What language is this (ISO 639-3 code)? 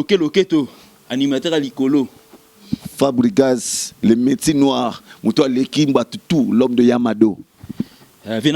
lin